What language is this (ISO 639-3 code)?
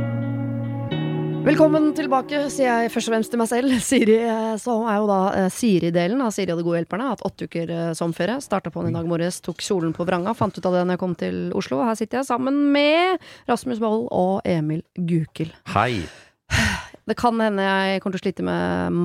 nor